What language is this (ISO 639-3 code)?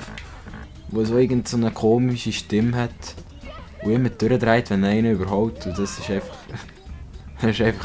gsw